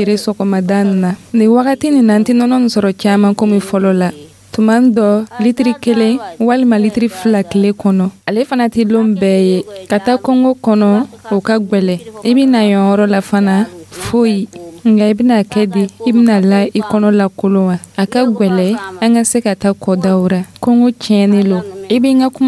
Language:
Dyula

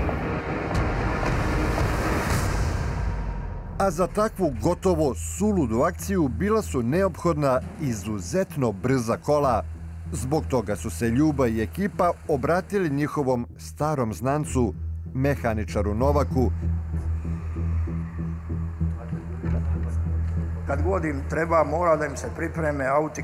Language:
Serbian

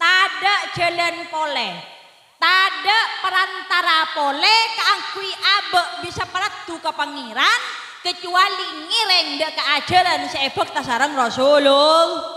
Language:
Madurese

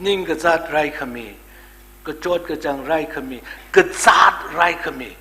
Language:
Tangkhul Naga (India)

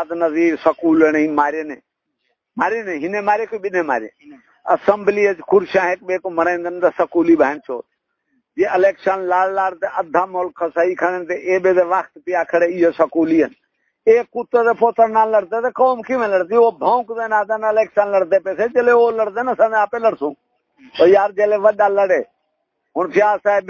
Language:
Saraiki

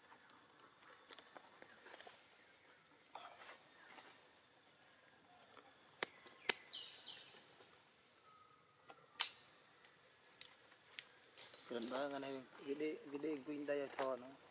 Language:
Vietnamese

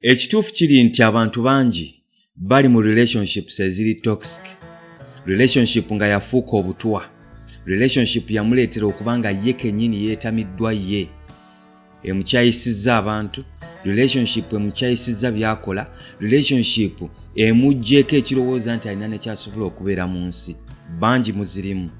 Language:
Ganda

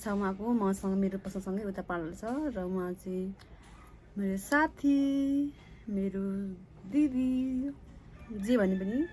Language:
Nepali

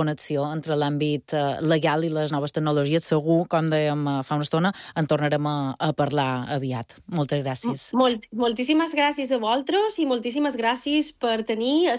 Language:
Catalan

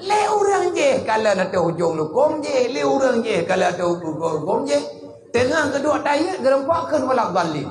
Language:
Achinese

